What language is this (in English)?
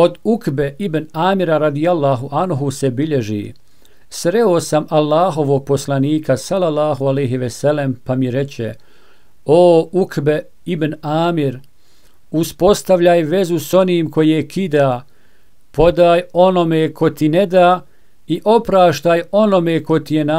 Bosnian